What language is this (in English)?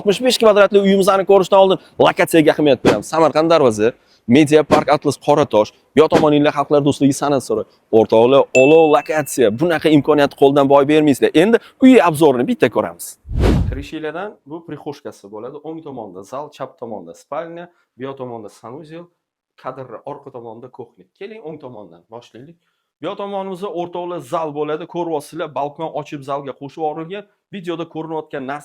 Uzbek